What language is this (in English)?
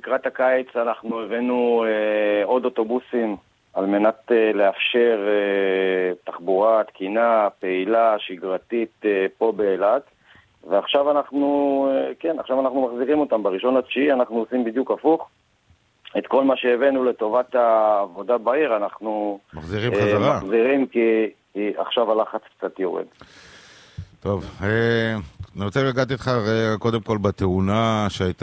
Hebrew